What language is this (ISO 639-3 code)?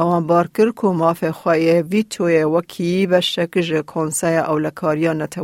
kur